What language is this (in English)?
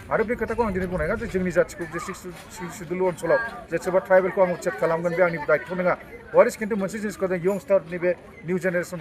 Bodo